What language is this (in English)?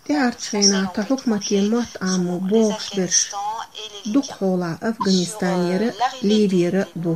Chechen